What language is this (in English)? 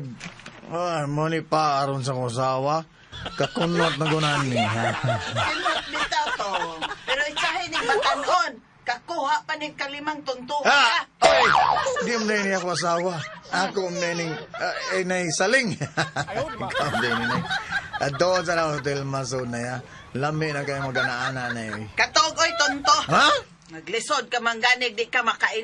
Cebuano